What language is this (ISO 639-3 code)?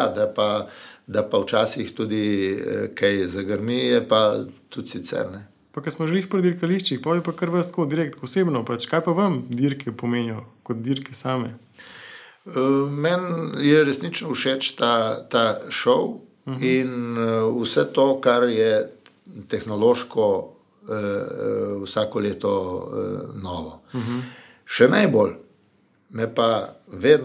slv